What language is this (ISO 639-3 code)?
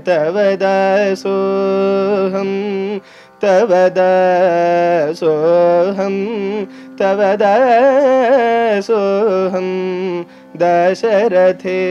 san